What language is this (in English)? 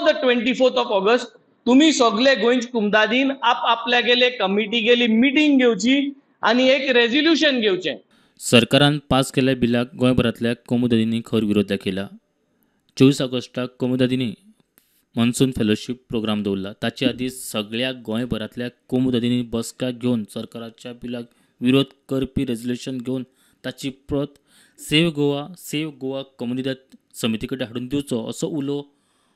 Konkani